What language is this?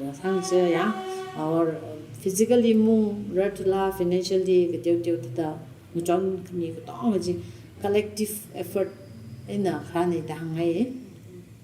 Tangkhul Naga (India)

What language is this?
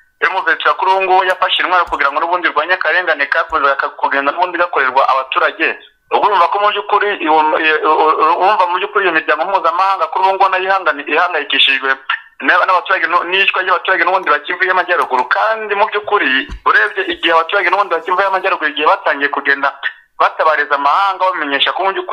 Kinyarwanda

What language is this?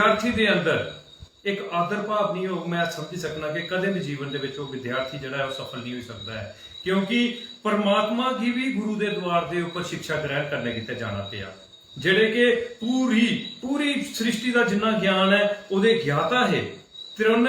Dogri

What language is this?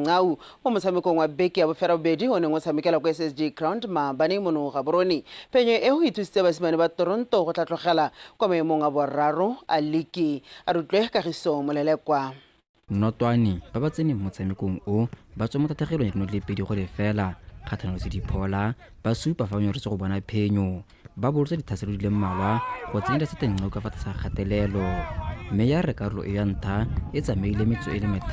Tswana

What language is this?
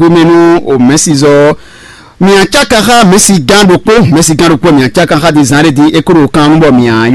Fon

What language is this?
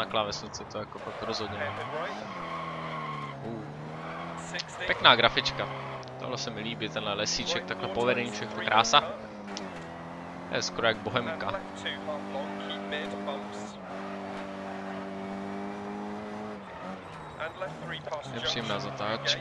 Czech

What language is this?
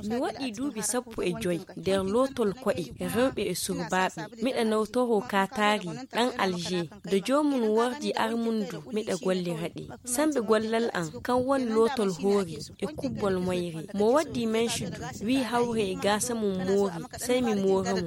Fula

